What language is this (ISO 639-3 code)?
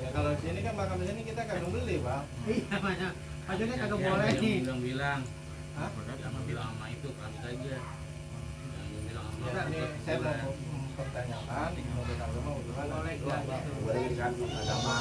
bew